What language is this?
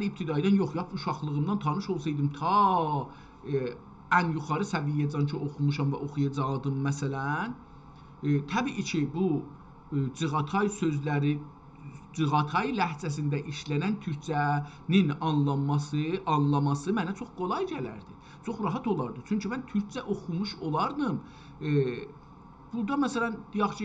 South Azerbaijani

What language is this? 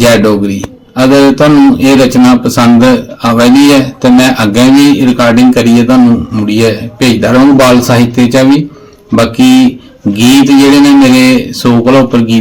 Dogri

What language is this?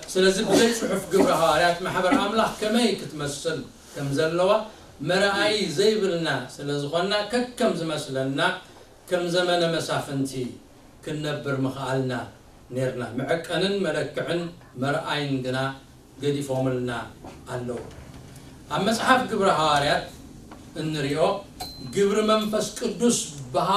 Tigrinya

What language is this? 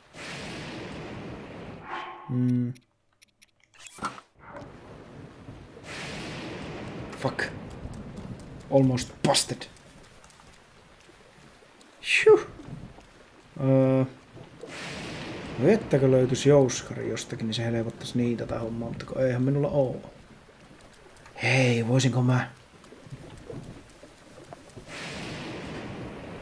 Finnish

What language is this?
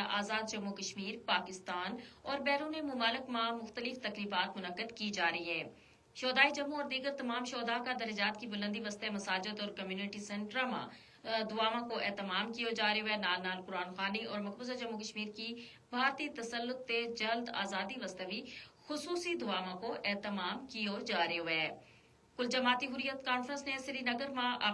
Gujari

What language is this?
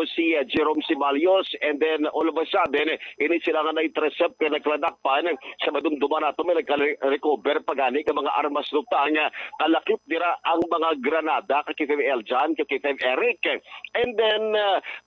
Hiligaynon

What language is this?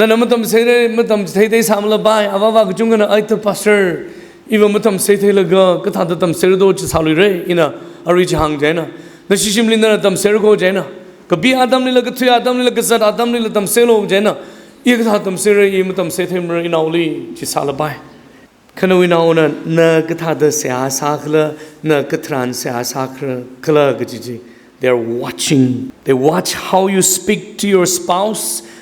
Tangkhul Naga (India)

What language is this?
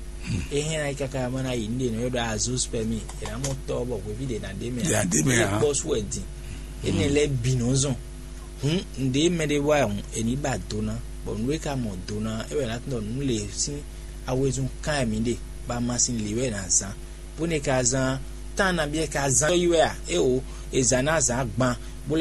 Fon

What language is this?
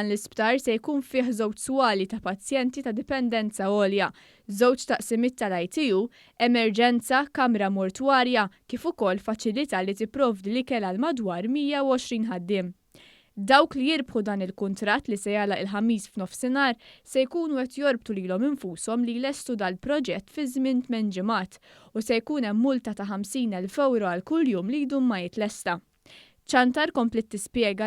Maltese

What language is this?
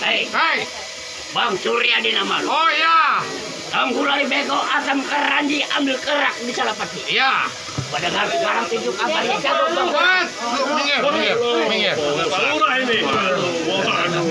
Betawi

